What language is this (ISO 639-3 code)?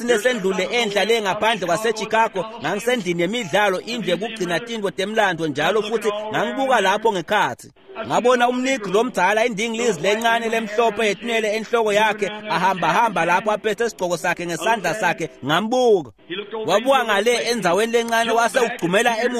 ssw